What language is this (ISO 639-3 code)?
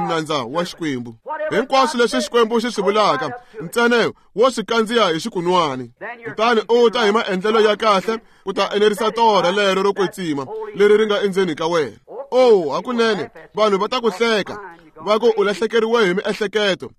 tso